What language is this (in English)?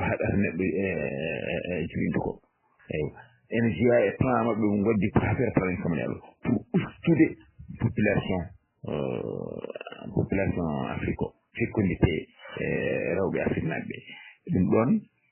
Fula